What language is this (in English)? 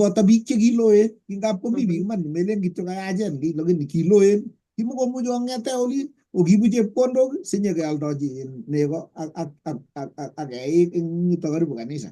Kalenjin